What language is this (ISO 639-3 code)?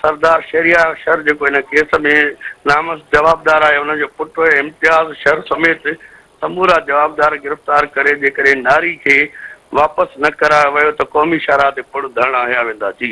snd